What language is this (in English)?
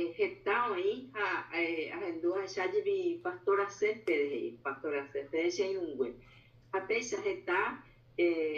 Guarani